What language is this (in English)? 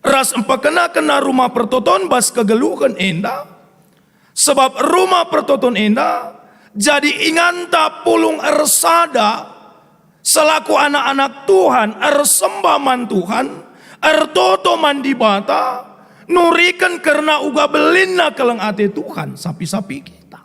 Batak Karo